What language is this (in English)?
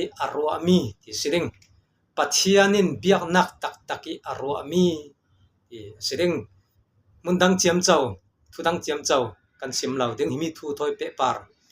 Falam Chin